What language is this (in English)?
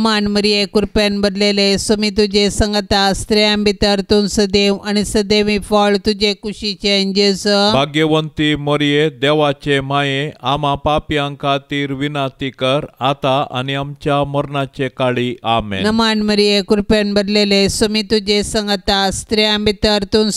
Konkani